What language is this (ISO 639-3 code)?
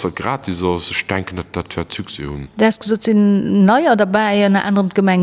ltz